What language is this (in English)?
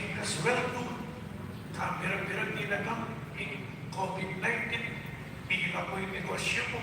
Pampanga